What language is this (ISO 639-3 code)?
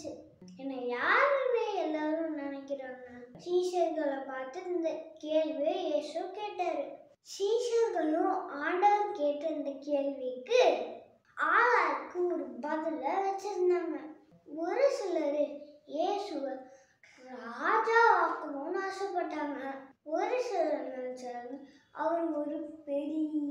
tam